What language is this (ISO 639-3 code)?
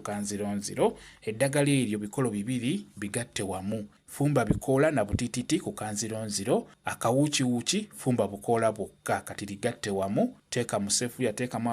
lug